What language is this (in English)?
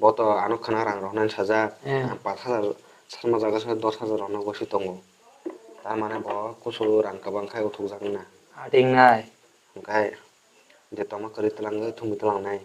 Kok Borok